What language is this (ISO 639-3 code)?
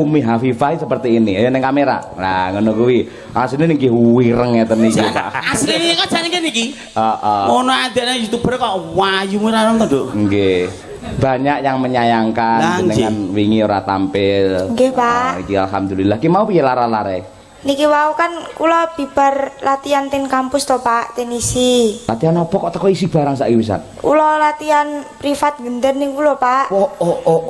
jav